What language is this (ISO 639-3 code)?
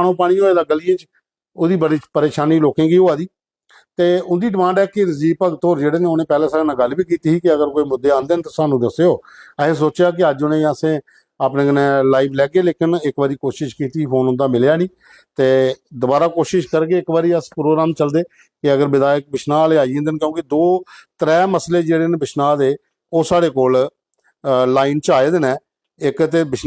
doi